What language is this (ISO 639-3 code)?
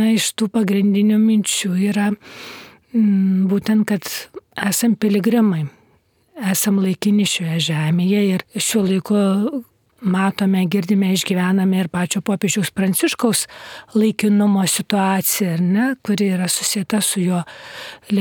lit